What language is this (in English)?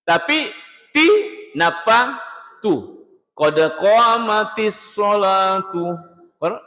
Buginese